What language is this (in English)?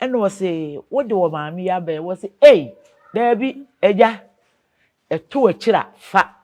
Akan